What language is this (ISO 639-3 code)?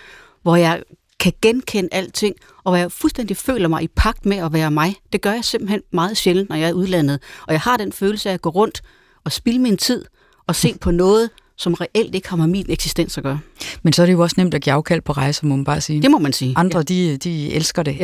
dan